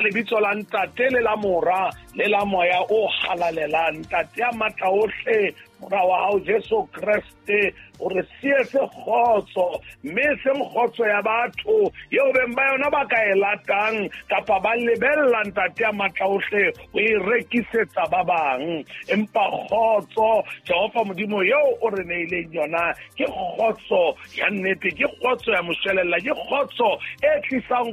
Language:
Southern Sotho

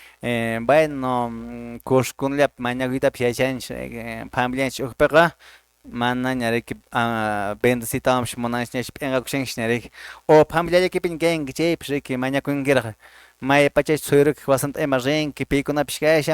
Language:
Quechua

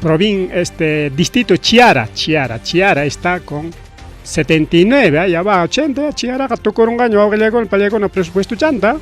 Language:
Ayacucho Quechua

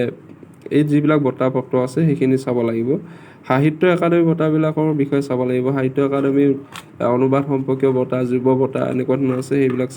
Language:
Assamese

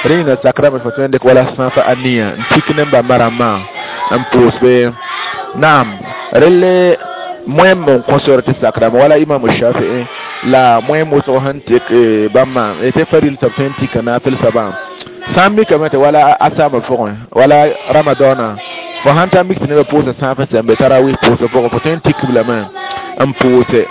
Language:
Mossi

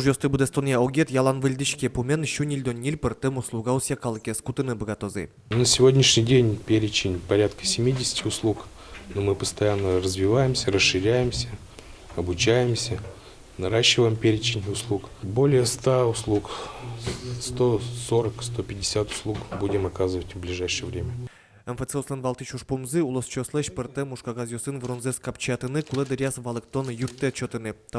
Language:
Udmurt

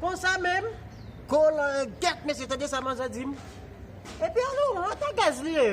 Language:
Haitian Creole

